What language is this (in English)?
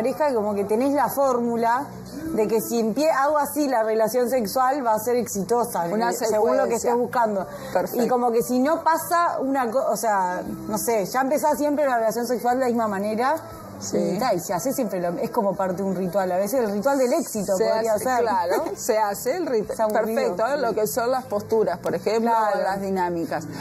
Spanish